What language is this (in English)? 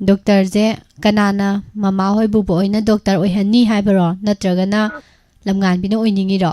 Manipuri